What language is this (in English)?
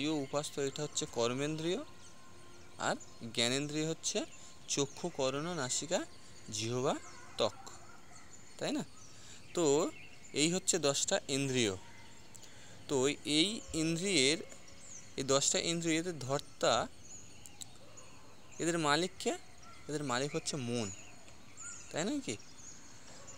Bangla